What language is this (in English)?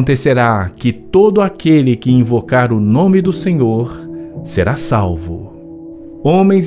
Portuguese